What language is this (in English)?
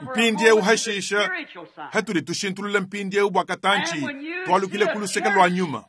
Luba-Lulua